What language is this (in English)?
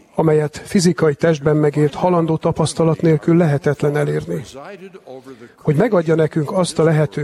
Hungarian